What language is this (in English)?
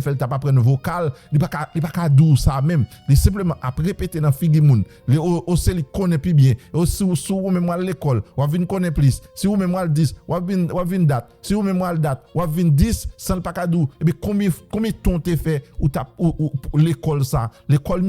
Haitian Creole